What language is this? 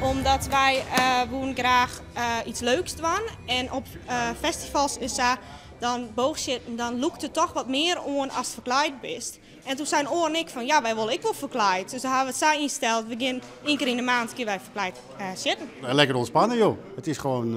Western Frisian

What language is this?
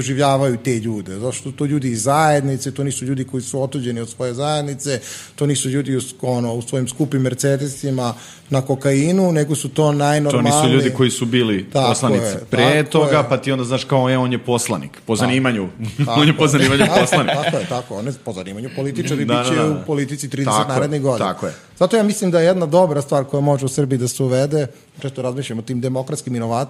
Serbian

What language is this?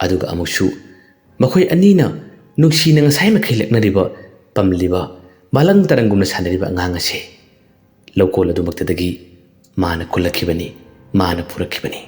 Manipuri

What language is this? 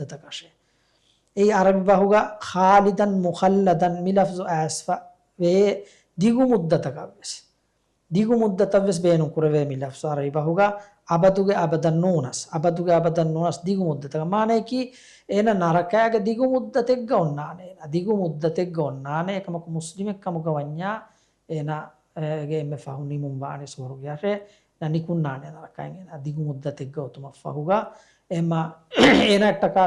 Divehi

